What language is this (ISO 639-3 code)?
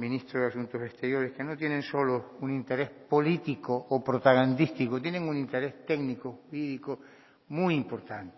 spa